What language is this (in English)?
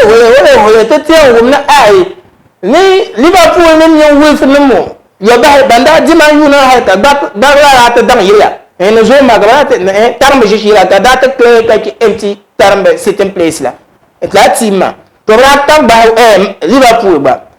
Dagbani